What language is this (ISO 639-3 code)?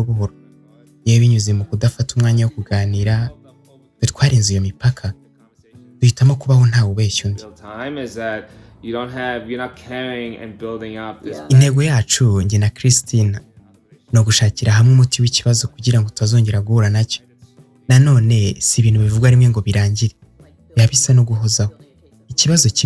kin